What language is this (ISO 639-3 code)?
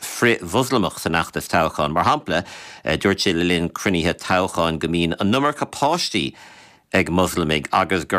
gle